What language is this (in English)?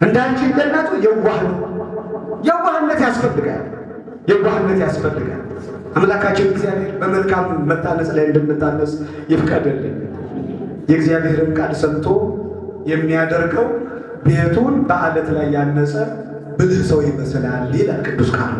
Amharic